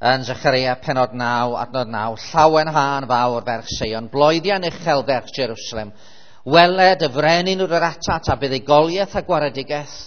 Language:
Welsh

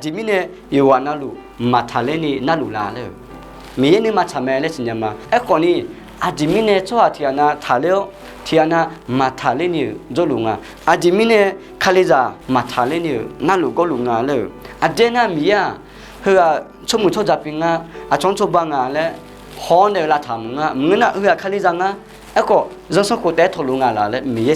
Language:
Akha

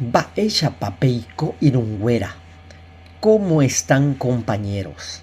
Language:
Guarani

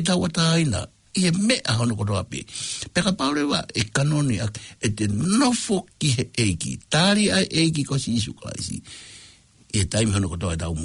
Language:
Tongan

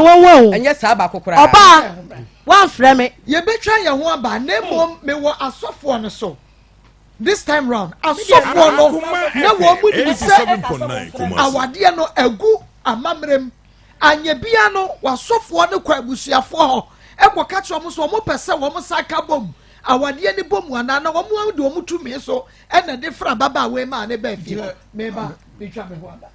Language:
Akan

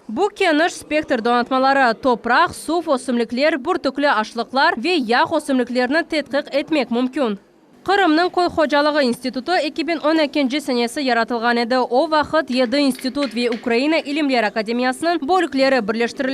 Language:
Crimean Tatar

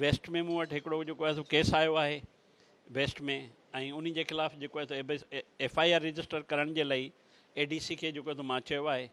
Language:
Sindhi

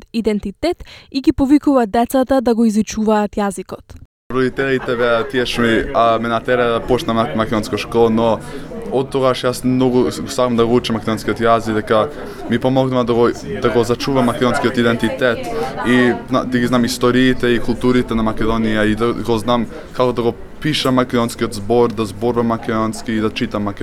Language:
Macedonian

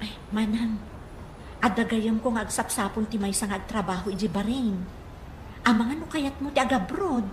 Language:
Iloko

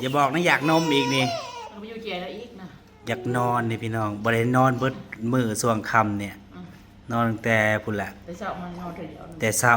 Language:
Northeastern Thai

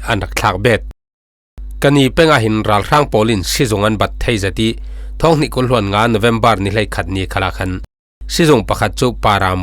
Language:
Falam Chin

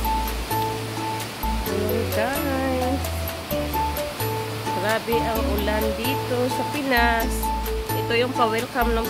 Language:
Filipino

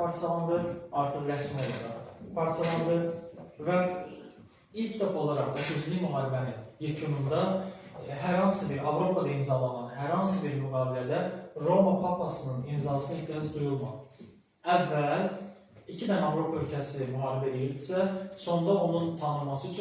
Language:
Azerbaijani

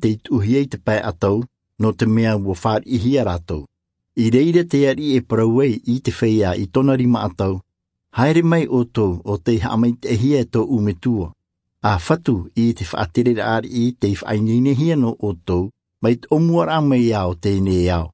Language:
Tahitian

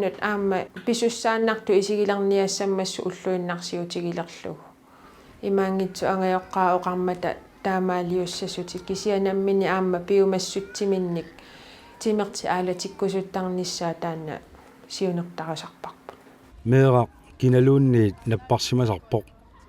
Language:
Kalaallisut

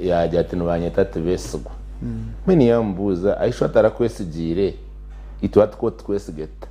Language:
Nyankole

